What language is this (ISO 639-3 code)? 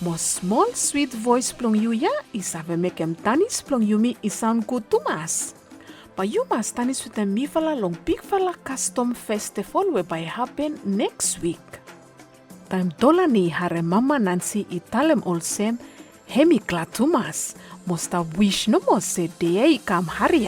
bis